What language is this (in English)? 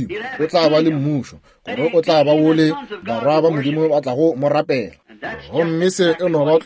Northern Sotho